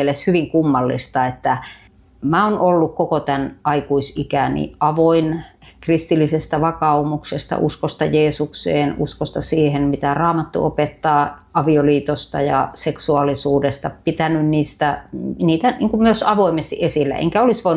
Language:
Finnish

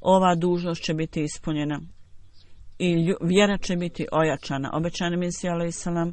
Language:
Bosnian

